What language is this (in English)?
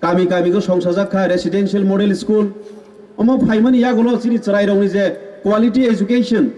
Kok Borok